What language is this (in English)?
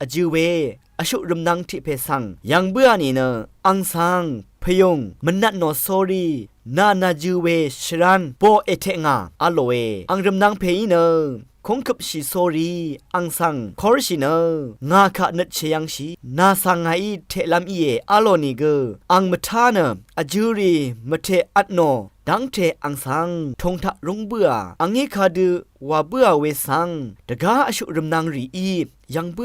Rawang